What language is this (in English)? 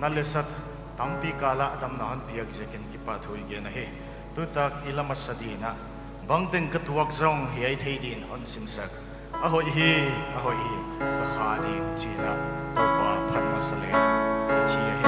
Paite Chin